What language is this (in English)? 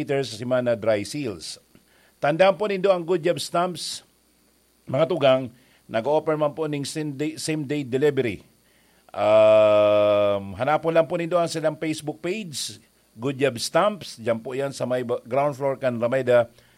Bikol